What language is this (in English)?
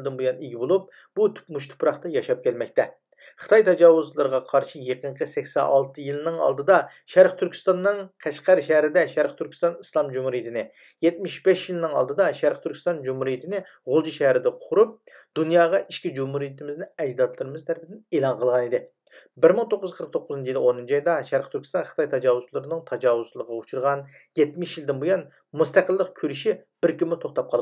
Uyghur